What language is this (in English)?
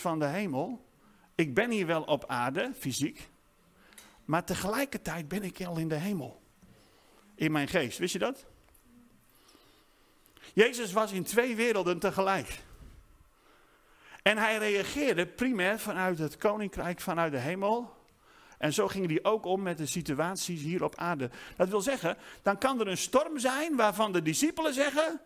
Dutch